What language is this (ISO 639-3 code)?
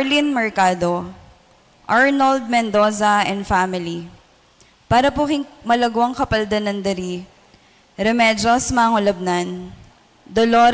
pam